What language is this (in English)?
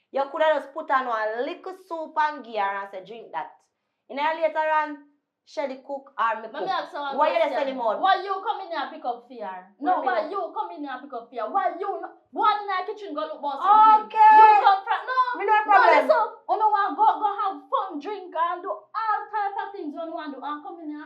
Jamaican Creole English